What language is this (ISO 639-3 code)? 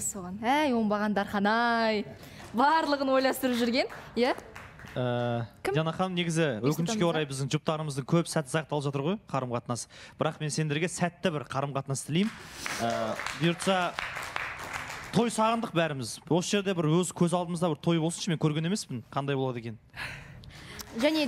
kaz